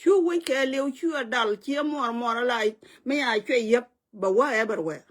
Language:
Nuer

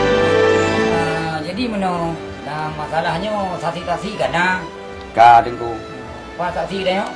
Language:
Achinese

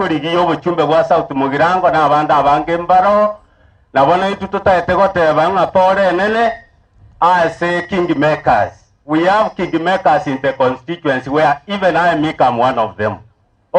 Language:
Gusii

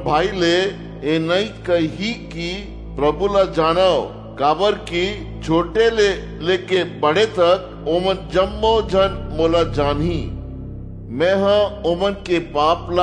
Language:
Chhattisgarhi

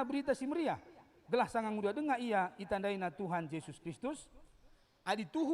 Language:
Batak Karo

